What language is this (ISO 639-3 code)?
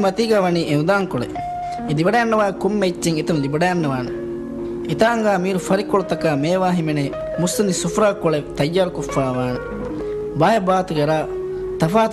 div